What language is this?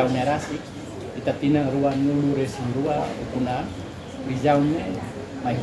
Tetum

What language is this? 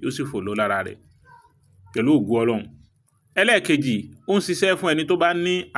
Yoruba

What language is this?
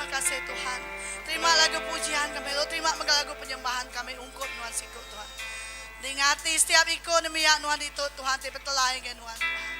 Iban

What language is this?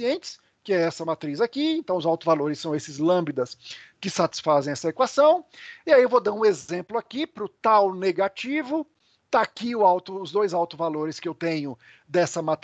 Portuguese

